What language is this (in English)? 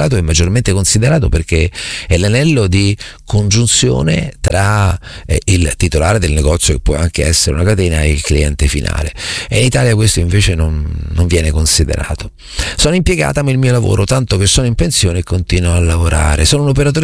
Italian